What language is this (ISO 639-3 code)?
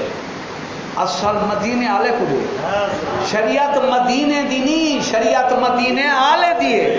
skr